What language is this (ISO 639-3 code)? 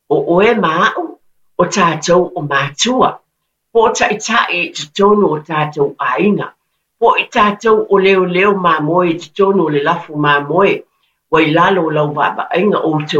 smo